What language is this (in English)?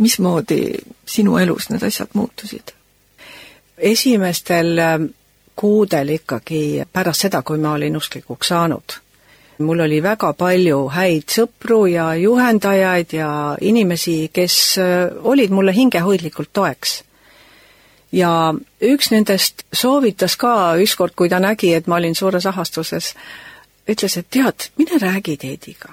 Estonian